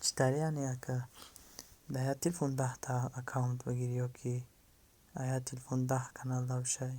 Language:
Tajik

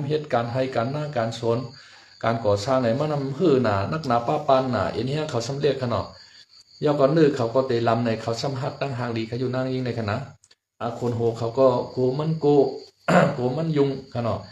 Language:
Shan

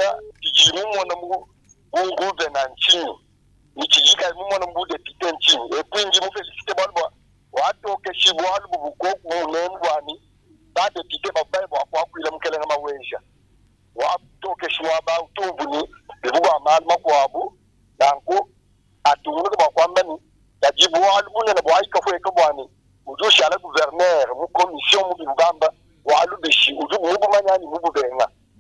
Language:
Luba-Lulua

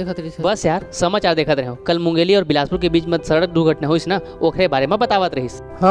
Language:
Chhattisgarhi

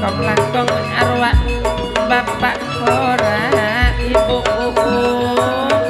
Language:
Madurese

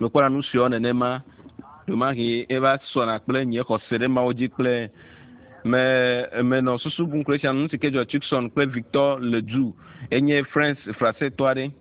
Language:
Ewe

